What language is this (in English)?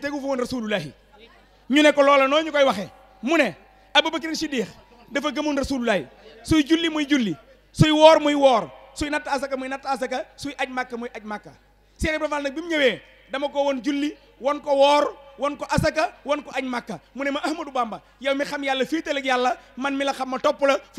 Wolof